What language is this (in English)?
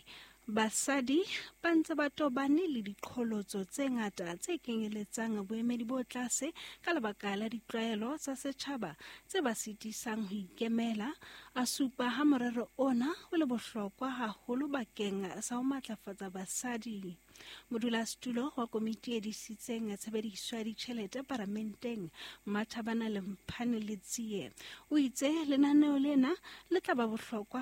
Southern Sotho